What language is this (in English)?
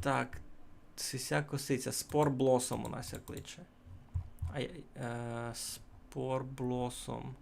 Rusyn